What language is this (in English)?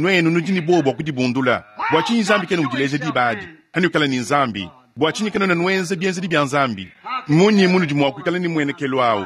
Luba-Lulua